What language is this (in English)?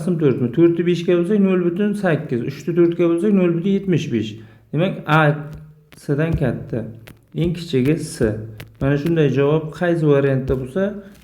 Uzbek